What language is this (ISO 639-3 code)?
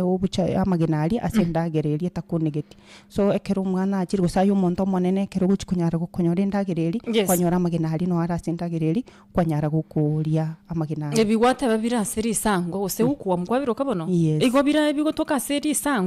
guz